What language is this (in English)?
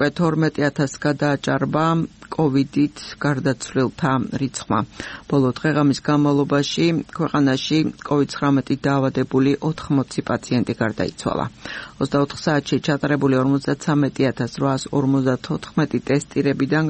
Georgian